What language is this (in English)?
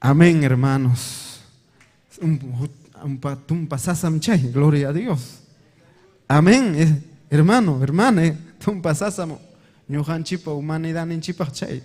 Ayacucho Quechua